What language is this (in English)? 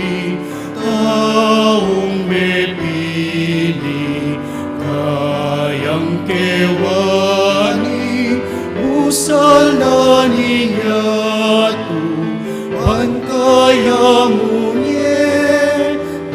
Pampanga